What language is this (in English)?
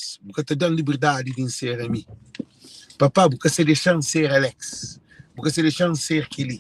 Kabuverdianu